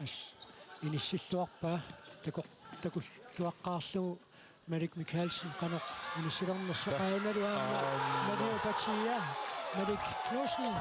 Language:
Kalaallisut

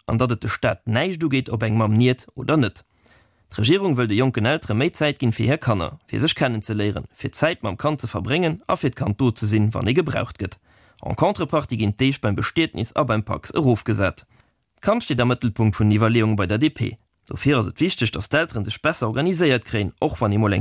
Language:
Luxembourgish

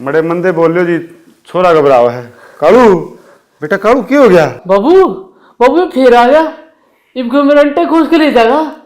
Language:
Haryanvi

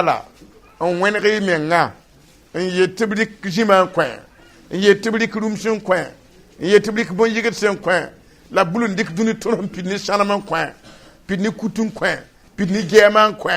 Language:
Mossi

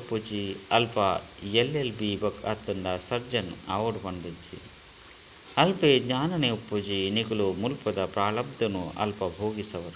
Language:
Tulu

